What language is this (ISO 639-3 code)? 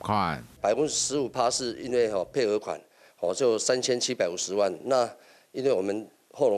hak